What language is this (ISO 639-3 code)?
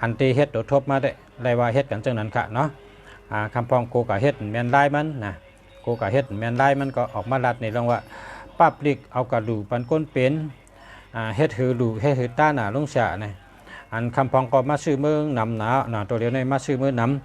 shn